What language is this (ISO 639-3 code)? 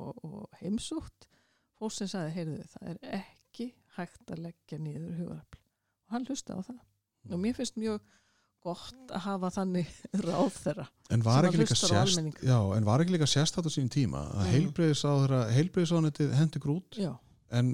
isl